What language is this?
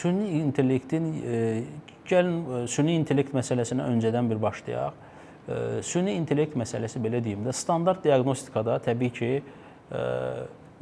Azerbaijani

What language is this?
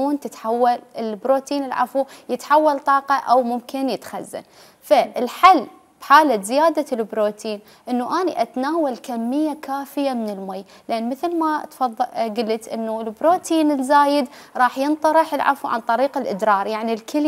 Mesopotamian Arabic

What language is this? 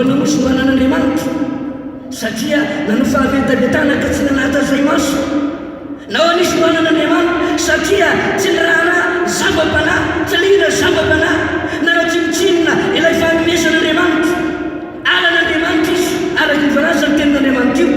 Malagasy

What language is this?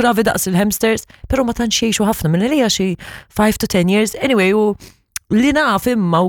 Maltese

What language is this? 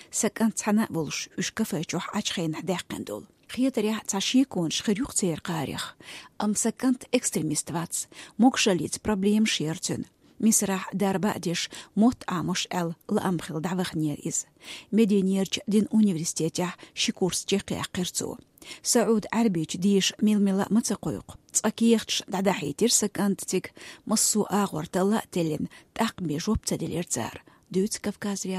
Chechen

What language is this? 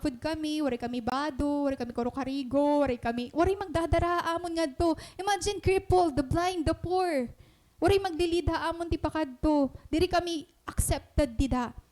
Waray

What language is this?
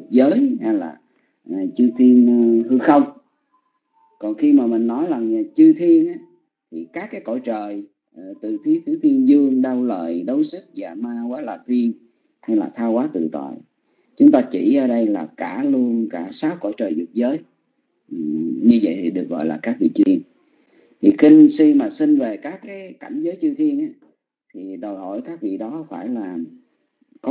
Vietnamese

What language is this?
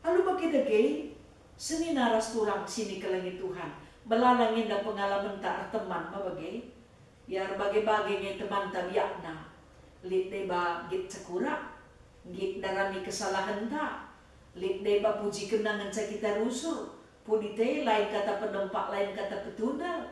Batak Karo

